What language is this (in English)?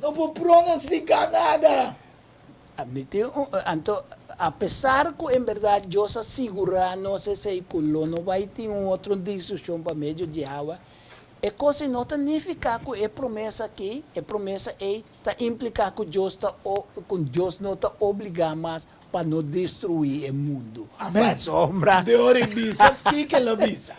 Papiamento